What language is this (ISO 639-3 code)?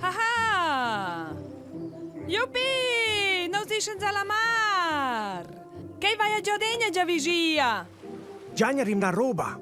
roh